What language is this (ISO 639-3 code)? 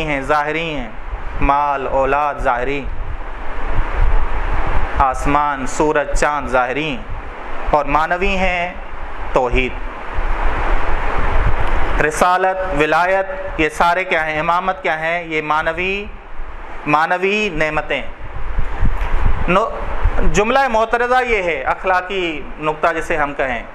urd